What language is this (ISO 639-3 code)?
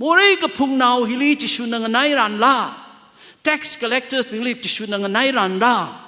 nmf